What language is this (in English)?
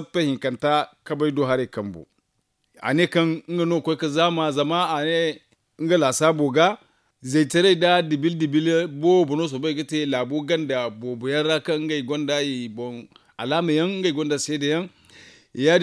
Zarma